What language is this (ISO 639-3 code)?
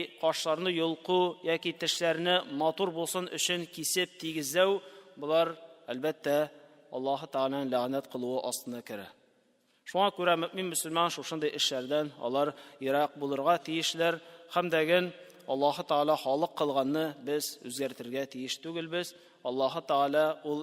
tat